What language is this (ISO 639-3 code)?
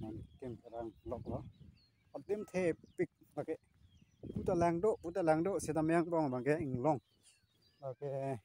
mjw